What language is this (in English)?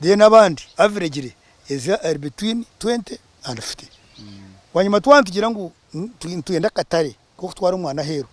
Nyankole